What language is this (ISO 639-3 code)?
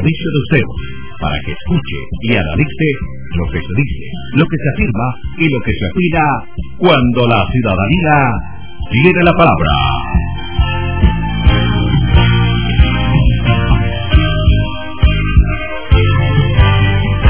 spa